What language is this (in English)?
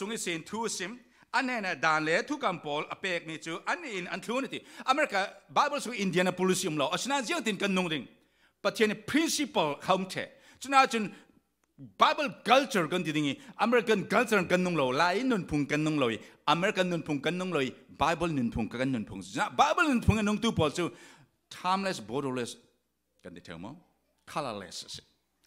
Falam Chin